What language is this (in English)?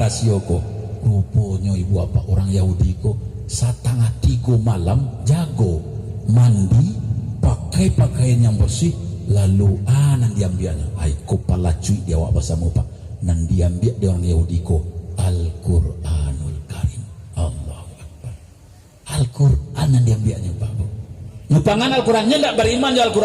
Minangkabau